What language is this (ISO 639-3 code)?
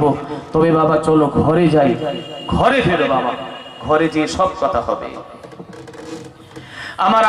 ben